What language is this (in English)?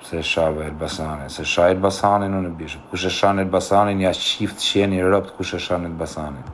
Albanian